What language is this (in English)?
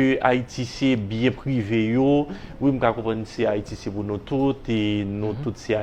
Haitian Creole